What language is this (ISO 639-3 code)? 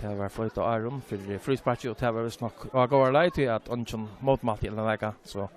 fao